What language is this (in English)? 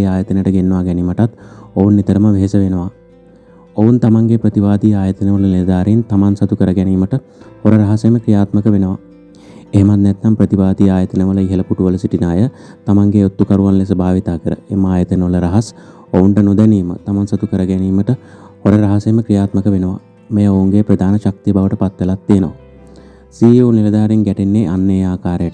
Sinhala